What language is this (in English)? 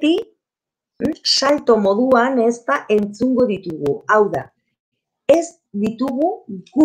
Basque